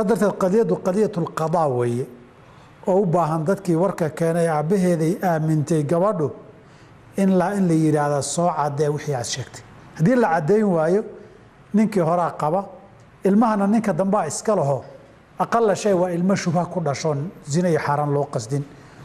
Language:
Somali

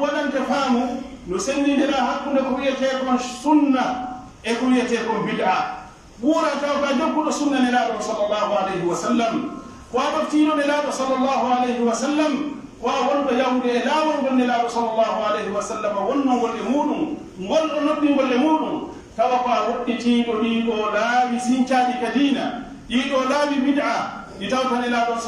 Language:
Pular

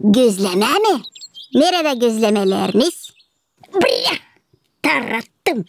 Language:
Gagauz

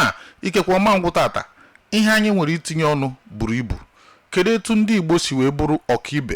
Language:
Igbo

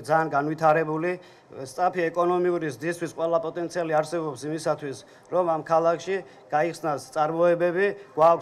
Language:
Georgian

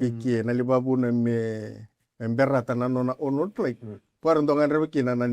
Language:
Fijian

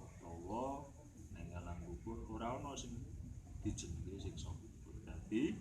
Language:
Javanese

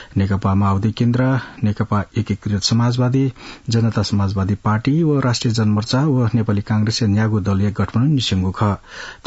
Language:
Newari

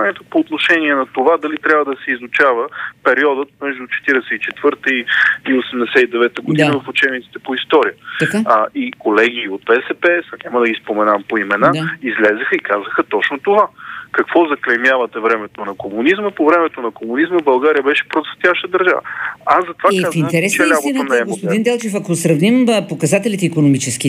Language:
Bulgarian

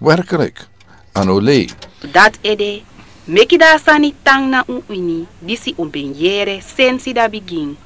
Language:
Sranan Tongo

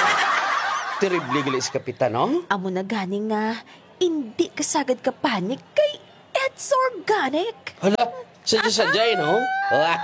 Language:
Hiligaynon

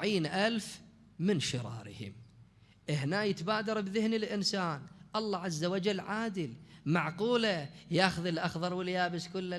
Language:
Mesopotamian Arabic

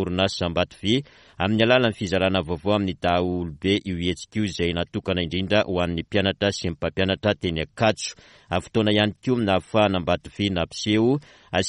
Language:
Malagasy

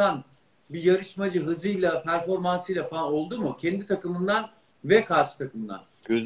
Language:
Turkish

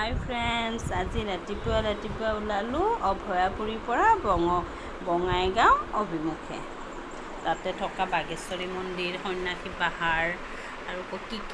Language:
Assamese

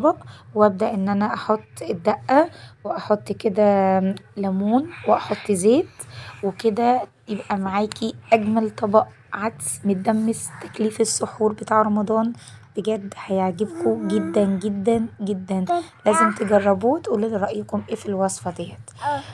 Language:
Egyptian Arabic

